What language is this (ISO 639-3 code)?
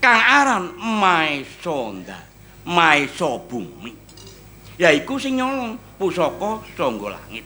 jav